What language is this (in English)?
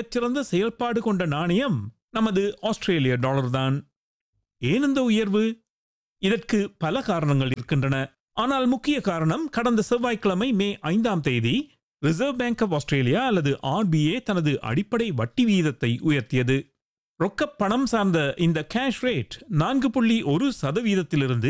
Tamil